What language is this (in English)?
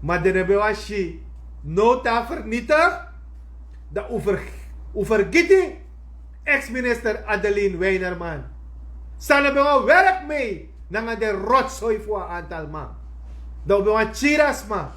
Sranan Tongo